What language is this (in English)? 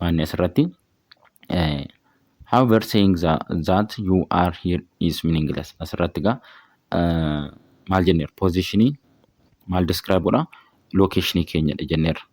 Oromo